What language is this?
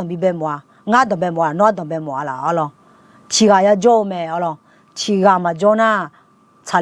Akha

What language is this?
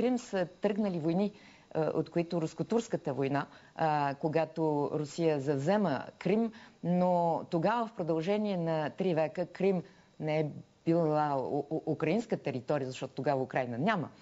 Bulgarian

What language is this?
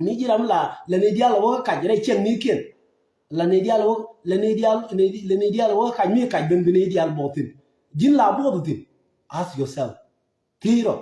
Nuer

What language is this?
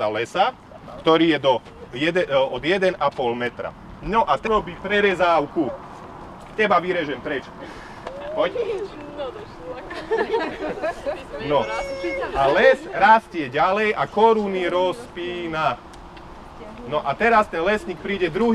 Slovak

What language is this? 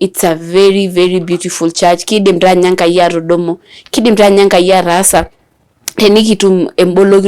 Masai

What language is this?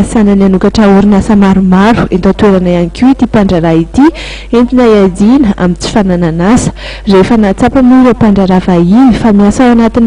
Malagasy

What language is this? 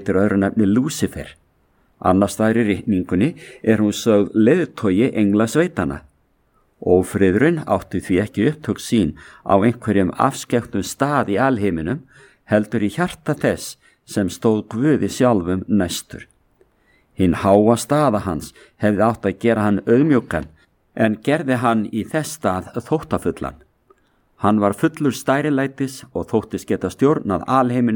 Icelandic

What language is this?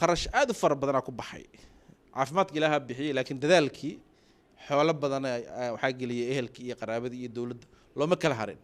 Somali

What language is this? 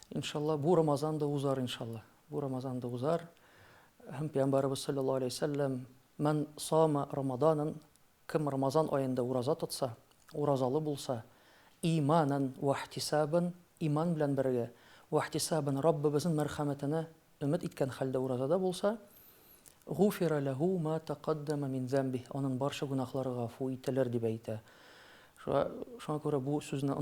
Tatar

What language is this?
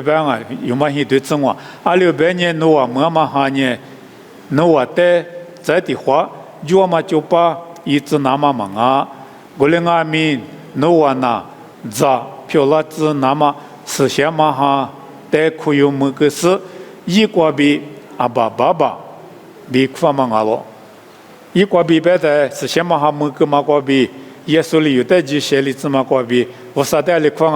Lisu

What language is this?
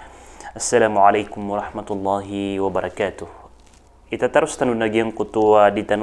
Maranao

